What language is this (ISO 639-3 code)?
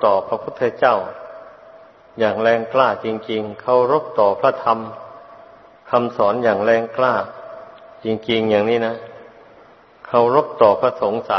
tha